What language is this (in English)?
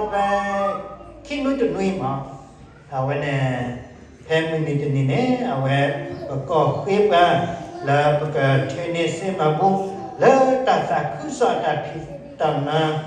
S'gaw Karen